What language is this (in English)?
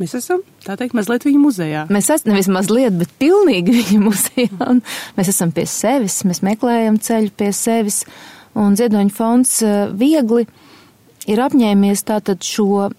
Latvian